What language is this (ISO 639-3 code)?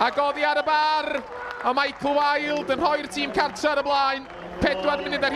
cym